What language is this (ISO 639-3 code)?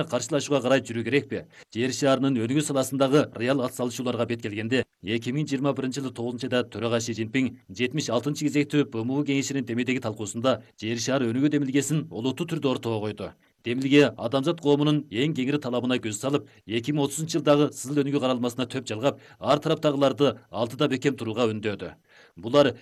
kir